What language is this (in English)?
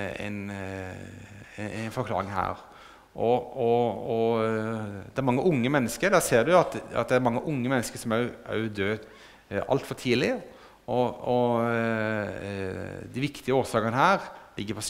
Norwegian